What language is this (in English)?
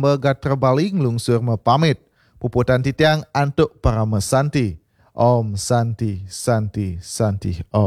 Balinese